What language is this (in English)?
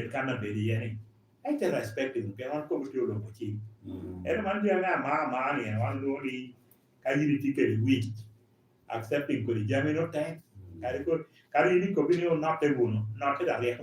Lango (Uganda)